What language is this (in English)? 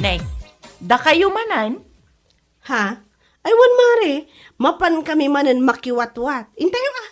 Iloko